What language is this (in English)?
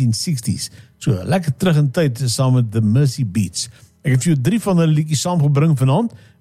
Afrikaans